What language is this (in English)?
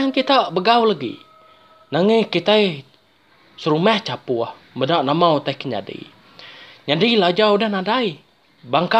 Iban